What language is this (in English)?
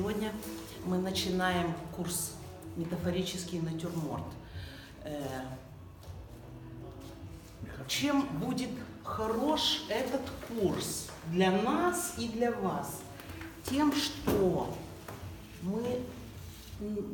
Russian